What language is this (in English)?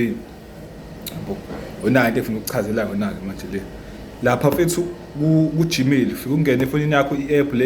Zulu